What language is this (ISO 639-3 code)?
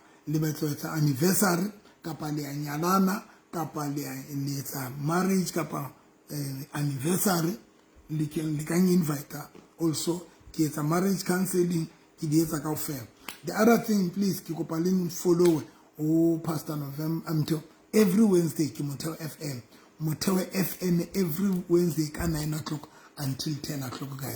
sot